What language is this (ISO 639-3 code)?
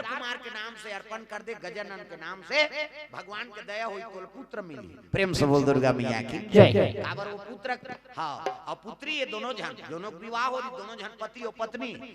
hne